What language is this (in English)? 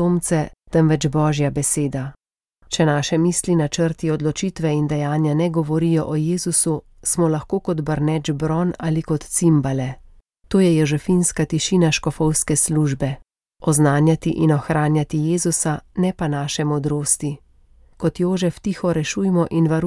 Slovenian